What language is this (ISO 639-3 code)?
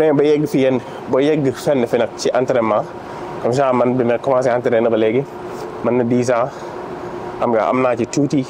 wol